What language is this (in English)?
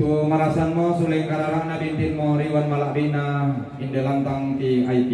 Toraja-Sa'dan